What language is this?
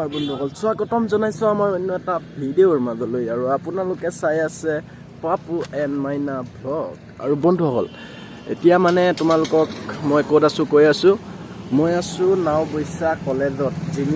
Assamese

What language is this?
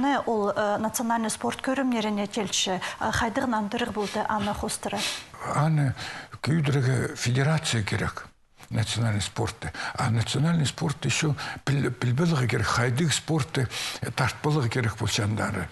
Khakas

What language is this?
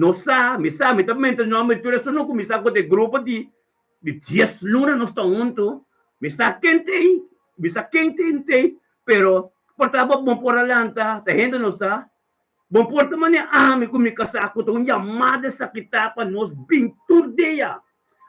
Papiamento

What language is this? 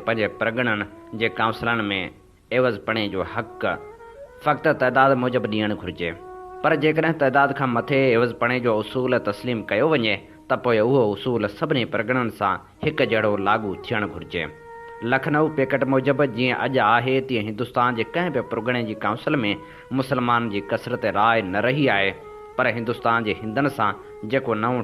Sindhi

